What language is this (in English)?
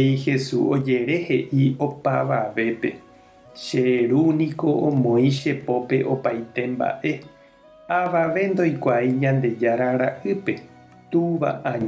Guarani